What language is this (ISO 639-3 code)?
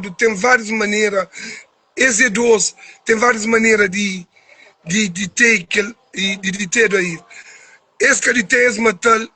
kea